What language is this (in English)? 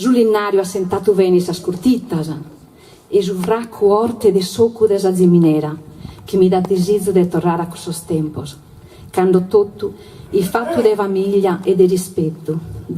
Sardinian